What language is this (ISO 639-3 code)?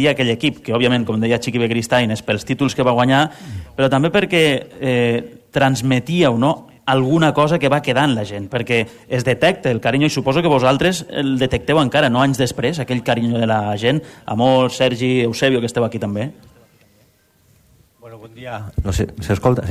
cat